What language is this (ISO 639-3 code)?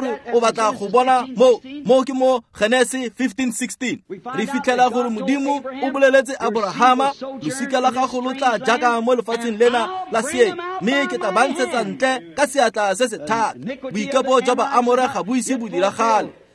tsn